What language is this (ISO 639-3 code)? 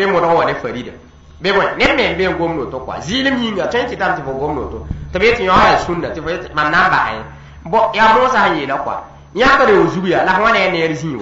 mos